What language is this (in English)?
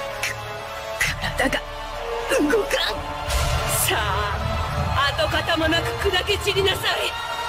Japanese